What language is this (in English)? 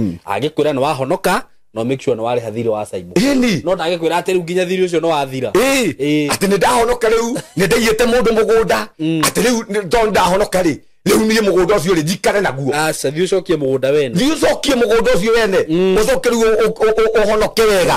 Kikuyu